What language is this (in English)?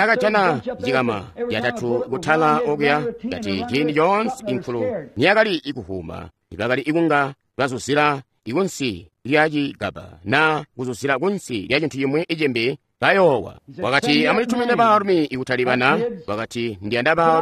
Tonga (Zambia)